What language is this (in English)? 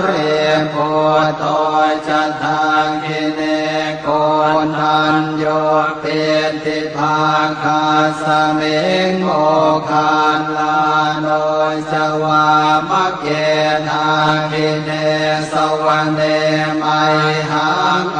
Pali